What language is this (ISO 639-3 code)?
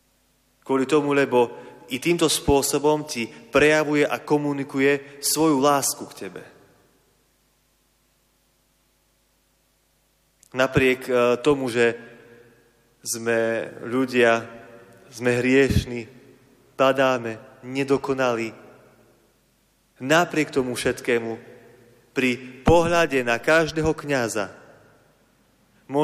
slk